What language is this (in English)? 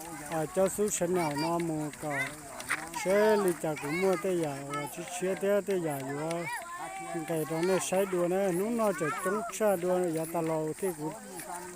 Hmong